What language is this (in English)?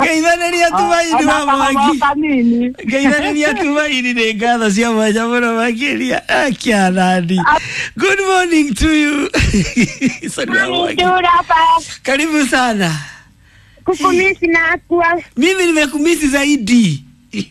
Kikuyu